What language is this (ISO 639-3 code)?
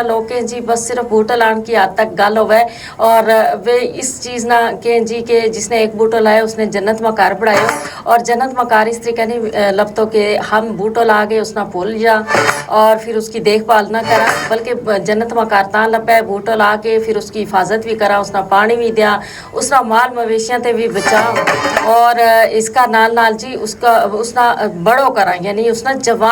gju